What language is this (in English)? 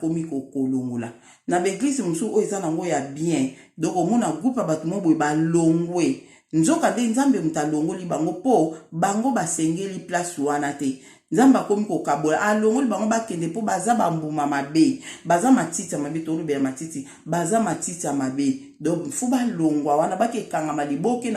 Lingala